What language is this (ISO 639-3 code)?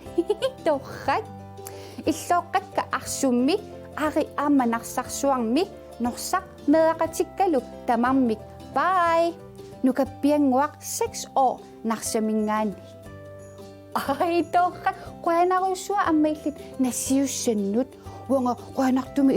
kal